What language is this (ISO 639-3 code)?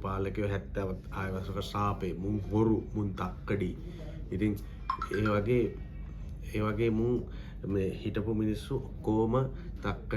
sin